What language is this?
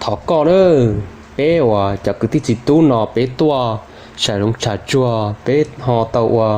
Hmong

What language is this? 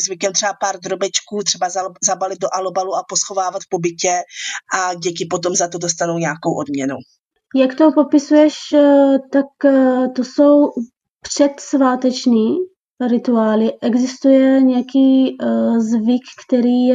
Czech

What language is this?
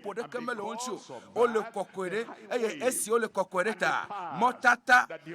Ewe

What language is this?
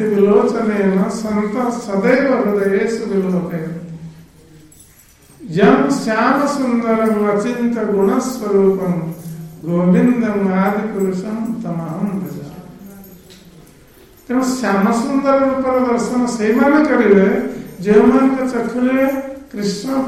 Odia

